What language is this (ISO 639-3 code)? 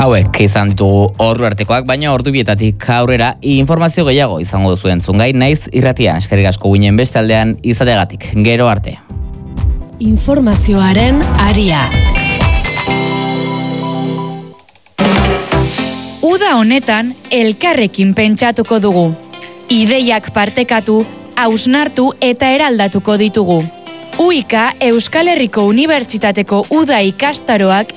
eus